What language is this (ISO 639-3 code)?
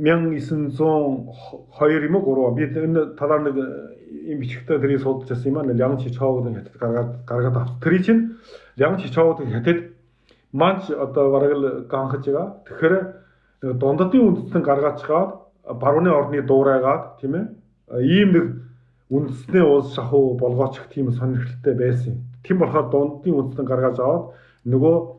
mon